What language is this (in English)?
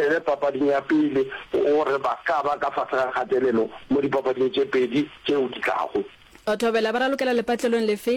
Northern Sotho